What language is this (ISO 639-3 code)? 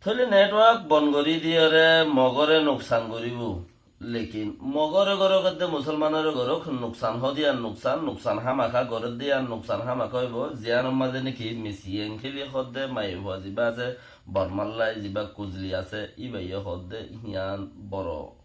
rhg